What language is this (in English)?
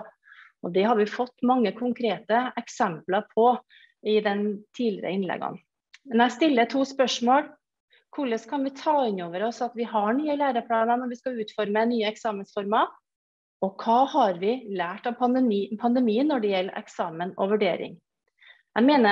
Norwegian